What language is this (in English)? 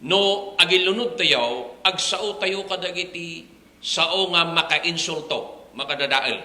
Iloko